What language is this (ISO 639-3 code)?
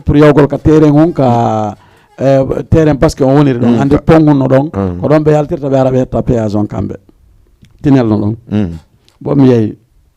ful